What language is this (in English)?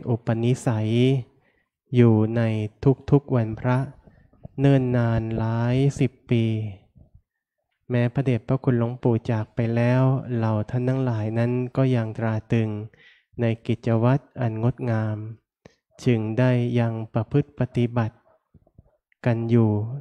Thai